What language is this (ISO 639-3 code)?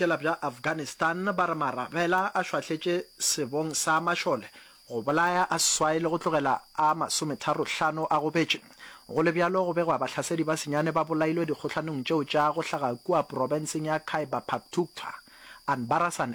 nso